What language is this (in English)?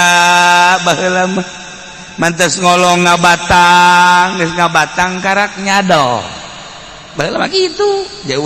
Sundanese